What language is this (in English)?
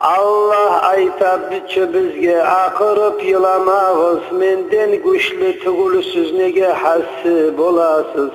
Kumyk